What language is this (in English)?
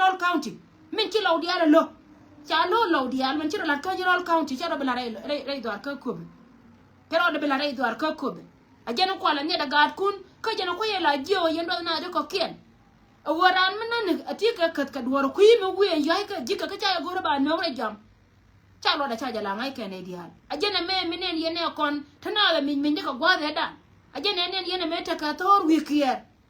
Nuer